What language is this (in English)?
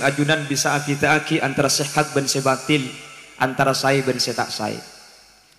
Madurese